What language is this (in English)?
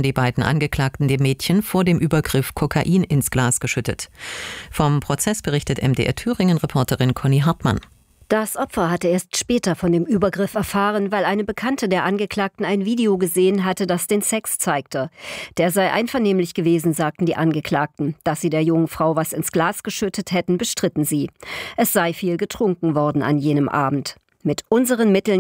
German